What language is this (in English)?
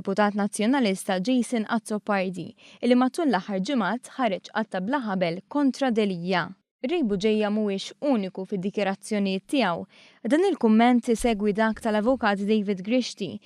Maltese